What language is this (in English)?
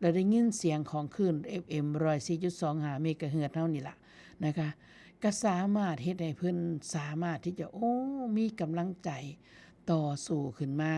Northeastern Thai